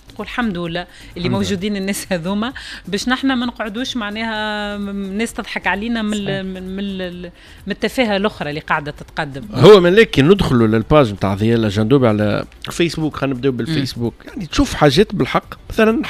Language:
Tunisian Arabic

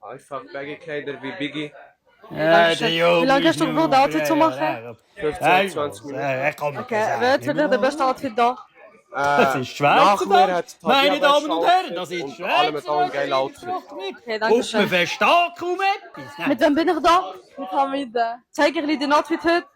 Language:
Swiss German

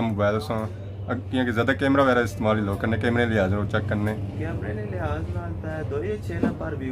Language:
Pahari-Potwari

